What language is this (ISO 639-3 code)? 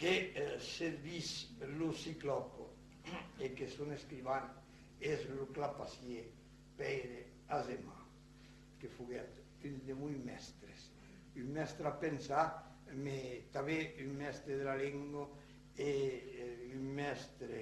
oci